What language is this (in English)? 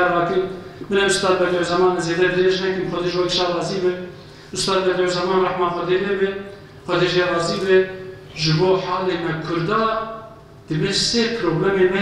Kurdish